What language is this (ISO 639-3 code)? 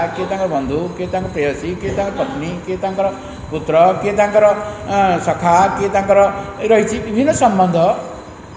ori